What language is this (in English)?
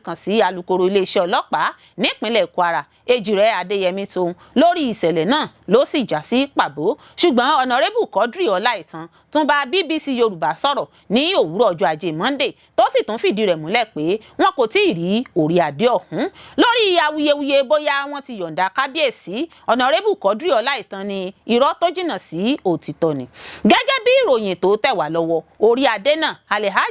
Yoruba